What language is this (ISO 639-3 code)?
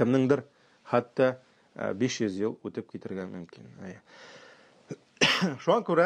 tat